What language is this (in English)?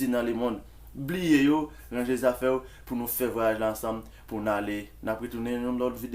Haitian Creole